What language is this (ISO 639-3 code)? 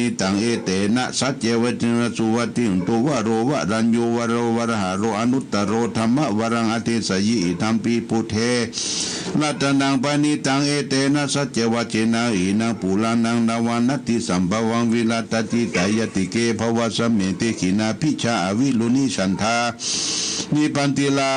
pli